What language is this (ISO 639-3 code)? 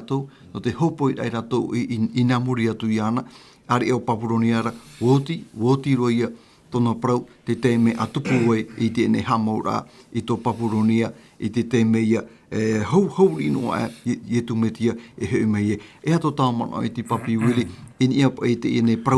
tah